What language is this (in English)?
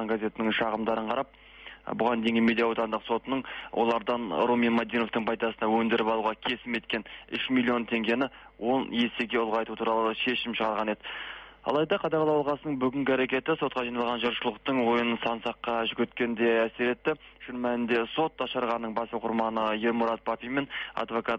Kazakh